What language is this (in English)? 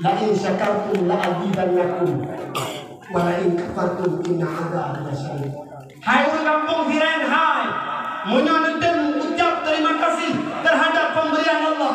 Achinese